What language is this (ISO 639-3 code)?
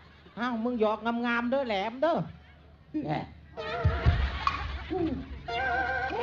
tts